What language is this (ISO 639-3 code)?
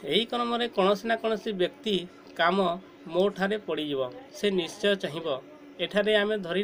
ori